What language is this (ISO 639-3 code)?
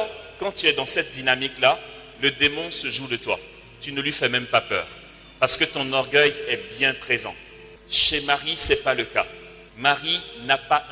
fra